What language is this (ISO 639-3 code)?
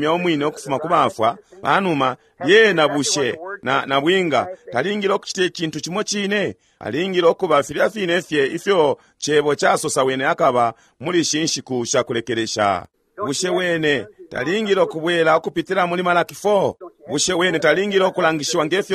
bem